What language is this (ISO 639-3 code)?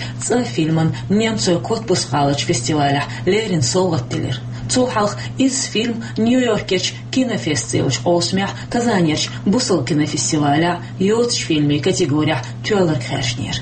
che